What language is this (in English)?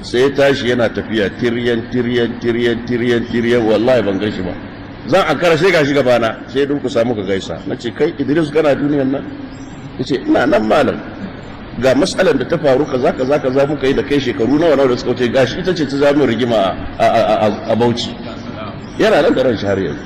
Hausa